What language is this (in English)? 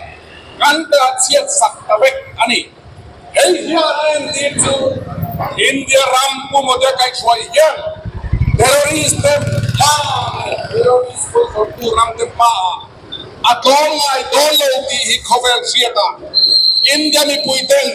Mizo